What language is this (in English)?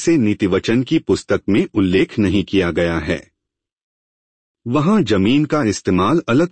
Hindi